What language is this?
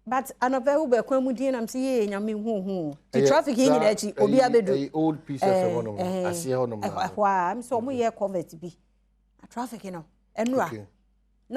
Akan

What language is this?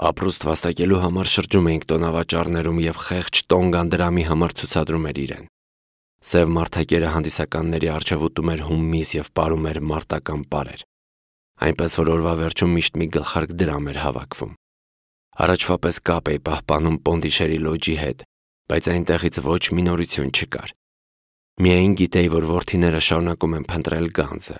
Armenian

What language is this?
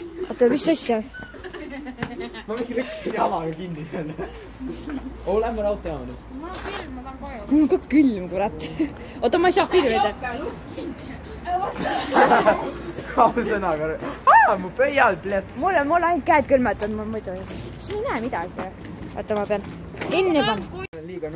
Estonian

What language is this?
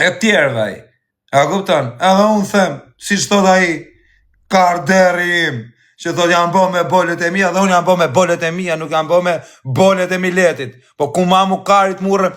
Albanian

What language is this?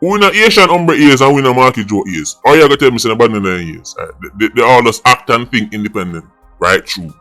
Jamaican Creole English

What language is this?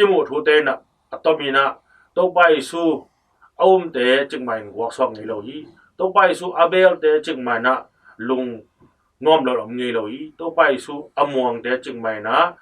Tedim Chin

